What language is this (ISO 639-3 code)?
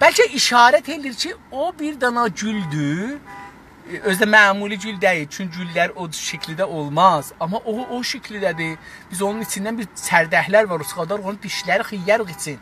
azb